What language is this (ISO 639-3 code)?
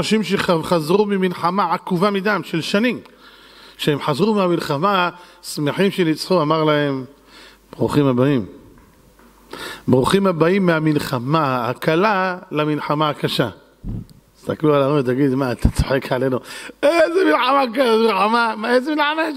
heb